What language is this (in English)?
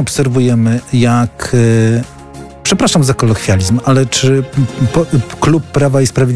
Polish